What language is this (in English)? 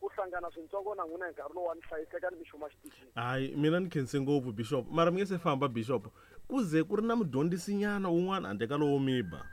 Tsonga